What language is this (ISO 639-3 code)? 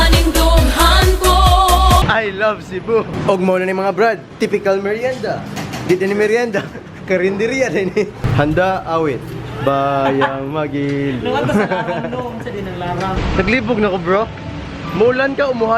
ceb